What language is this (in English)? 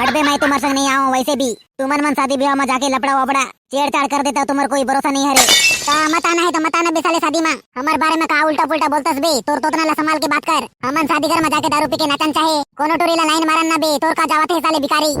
Chhattisgarhi